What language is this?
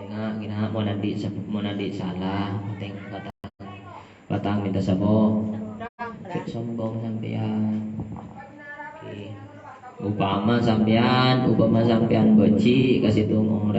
Madurese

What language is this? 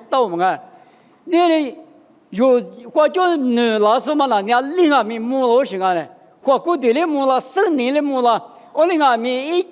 Lisu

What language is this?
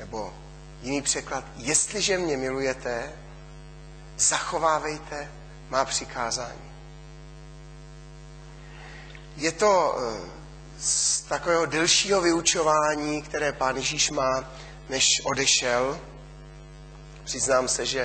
Czech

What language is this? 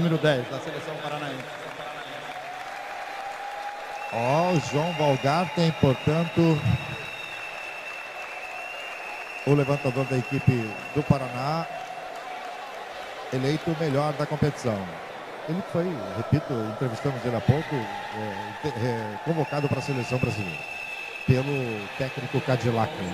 Portuguese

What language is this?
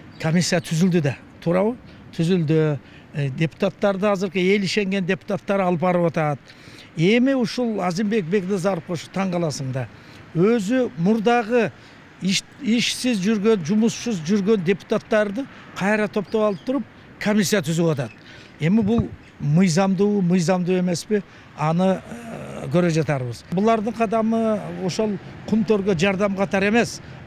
Kyrgyz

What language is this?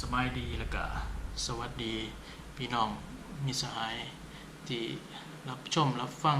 Lao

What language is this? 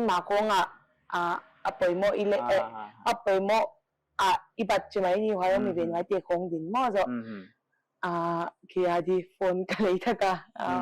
Paite Chin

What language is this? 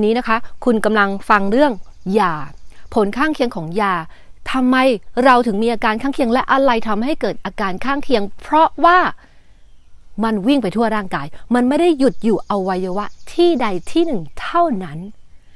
Thai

